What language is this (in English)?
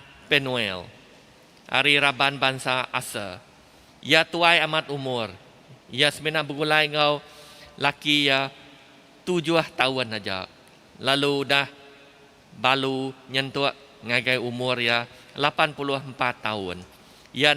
Iban